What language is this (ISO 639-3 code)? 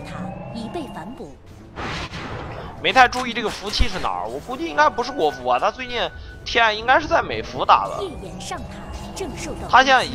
zho